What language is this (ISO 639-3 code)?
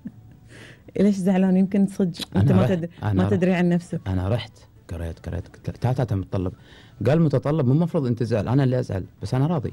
afb